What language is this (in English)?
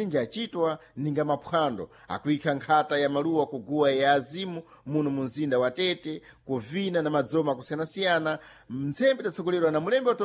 Sena